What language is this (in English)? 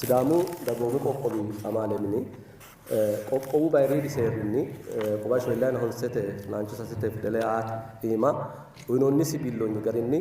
Sidamo